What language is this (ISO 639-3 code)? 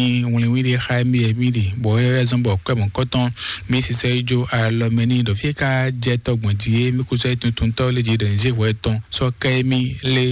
fon